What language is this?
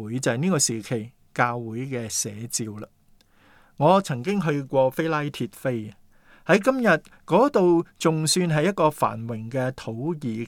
Cantonese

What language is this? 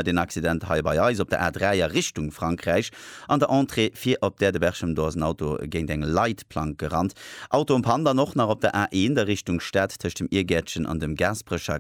Luxembourgish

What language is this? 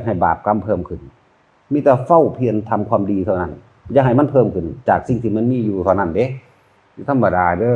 Northeastern Thai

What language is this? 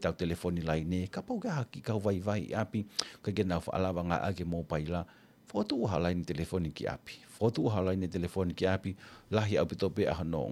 Tongan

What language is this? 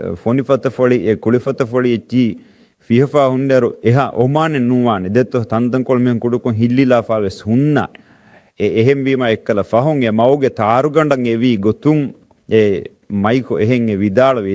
Divehi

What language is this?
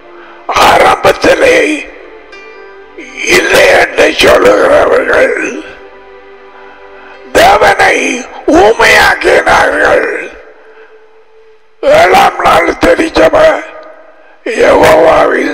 Tamil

